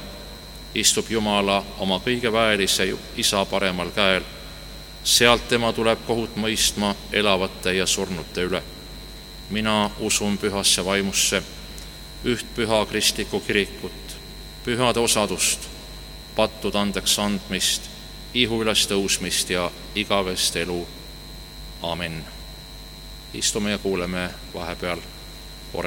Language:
Estonian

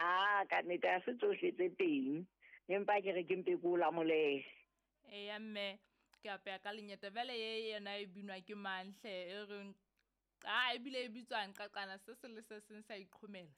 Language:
Southern Sotho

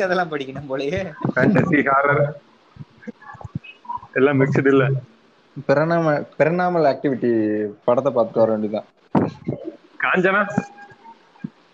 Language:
Tamil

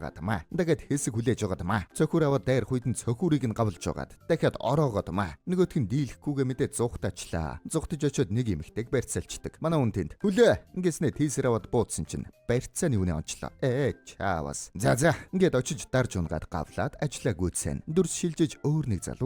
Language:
Mongolian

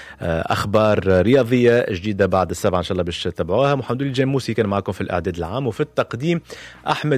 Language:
Tunisian Arabic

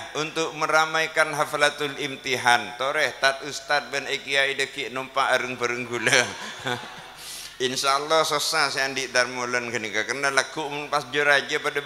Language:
Madurese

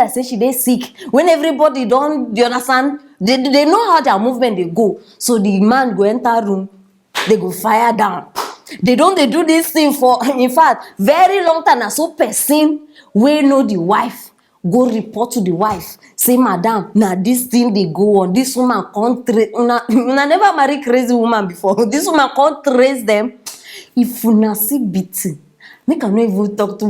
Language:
Nigerian Pidgin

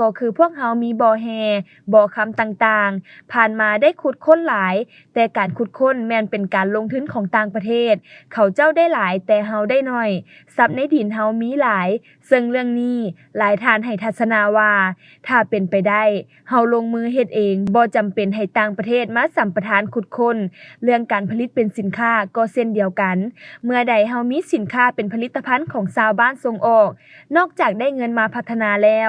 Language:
Lao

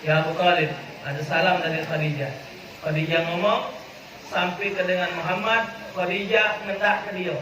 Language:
Musi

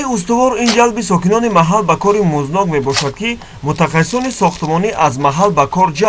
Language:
Tajik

